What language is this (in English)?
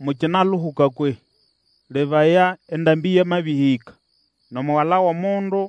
Nande